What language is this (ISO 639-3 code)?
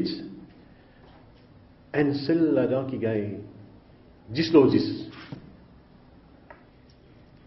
fra